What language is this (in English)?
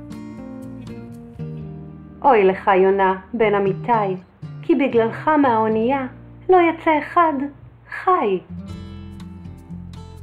Hebrew